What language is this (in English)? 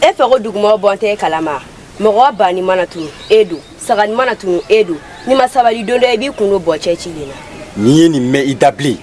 Bambara